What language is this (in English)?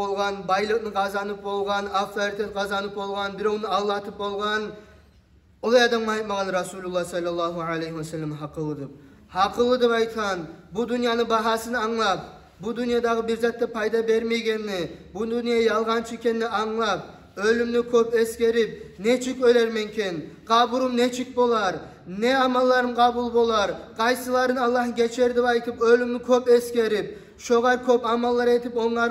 Kumyk